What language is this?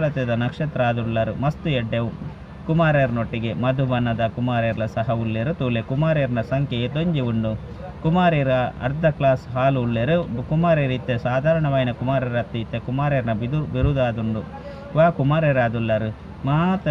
Tulu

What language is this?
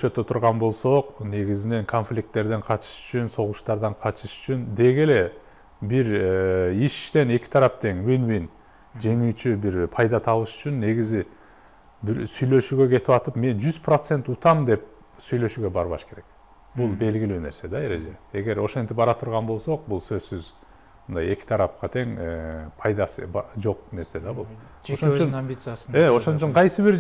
Kyrgyz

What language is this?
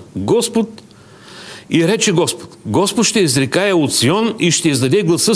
Bulgarian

